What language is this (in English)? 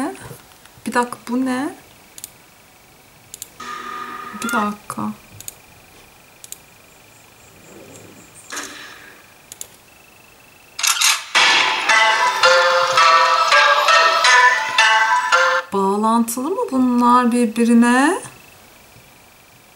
Turkish